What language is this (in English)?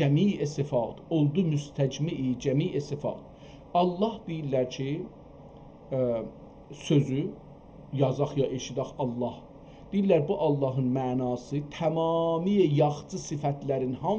South Azerbaijani